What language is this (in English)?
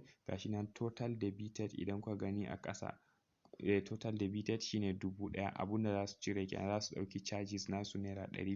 Hausa